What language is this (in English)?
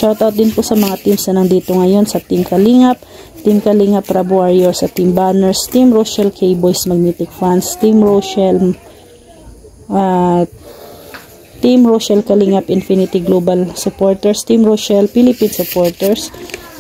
Filipino